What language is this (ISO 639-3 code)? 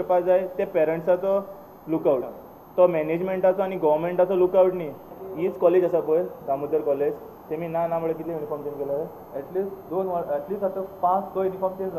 kok